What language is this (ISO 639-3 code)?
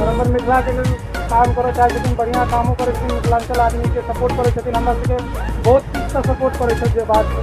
mai